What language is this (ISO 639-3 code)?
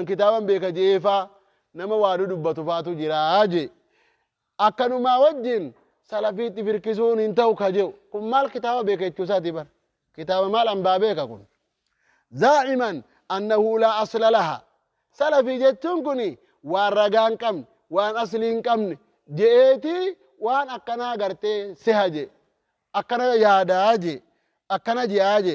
orm